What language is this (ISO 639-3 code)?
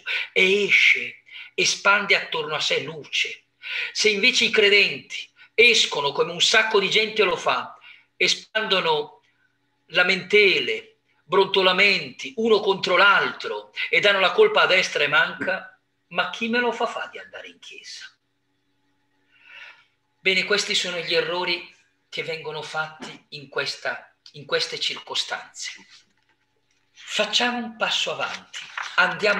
ita